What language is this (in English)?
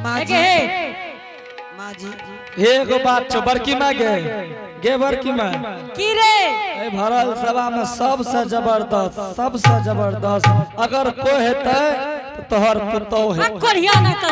Angika